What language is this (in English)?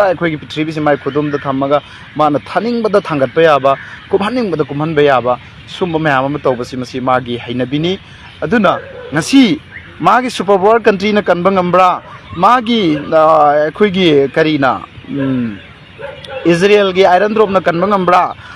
Manipuri